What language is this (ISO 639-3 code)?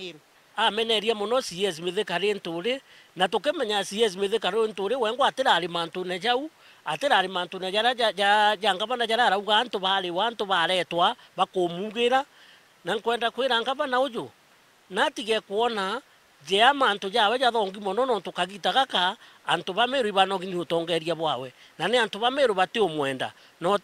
mer